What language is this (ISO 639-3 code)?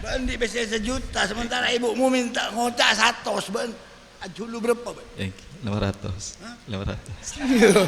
mad